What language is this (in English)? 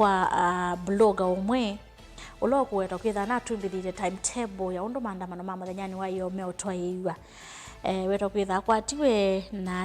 Kamba